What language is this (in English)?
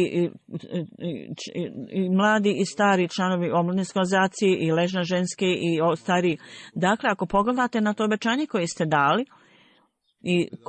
Bosnian